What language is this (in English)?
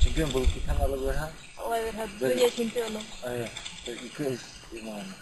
Bashkir